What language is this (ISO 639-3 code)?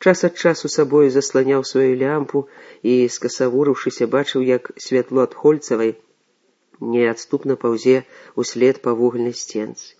bel